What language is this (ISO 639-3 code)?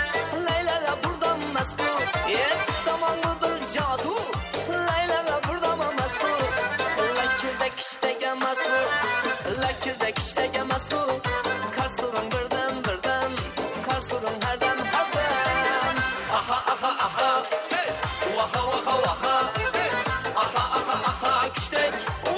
kaa